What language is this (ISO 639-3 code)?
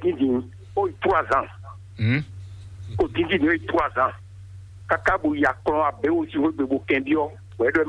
fon